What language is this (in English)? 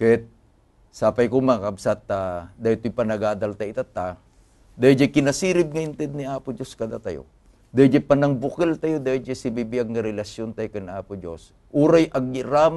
Iloko